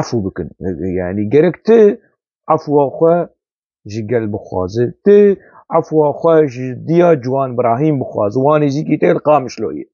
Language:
Kurdish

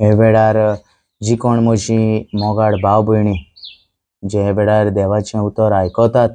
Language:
Konkani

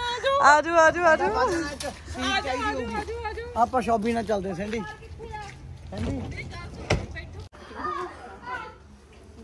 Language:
Punjabi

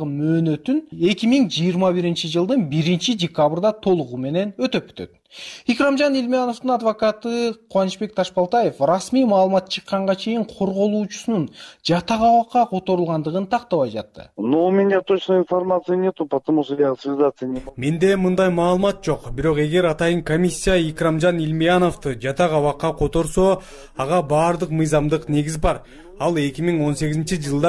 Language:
Kyrgyz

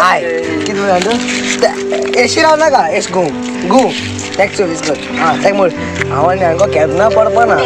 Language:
Konkani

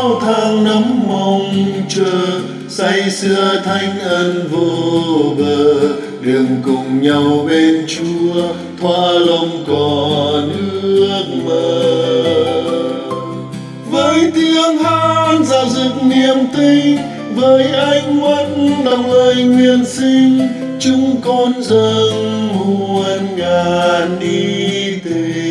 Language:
Vietnamese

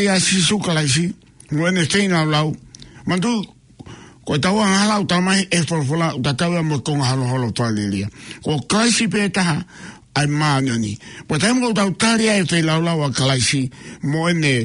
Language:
Tongan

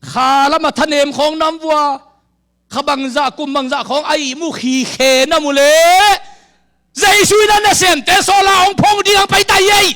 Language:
Tedim Chin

